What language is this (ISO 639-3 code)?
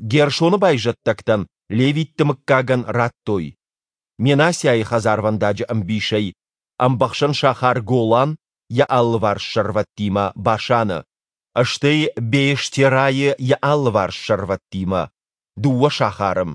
oss